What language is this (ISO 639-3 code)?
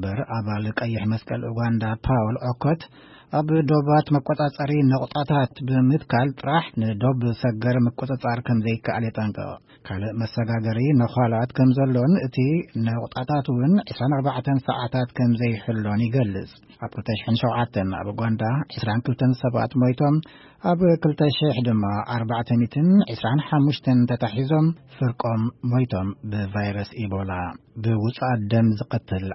tir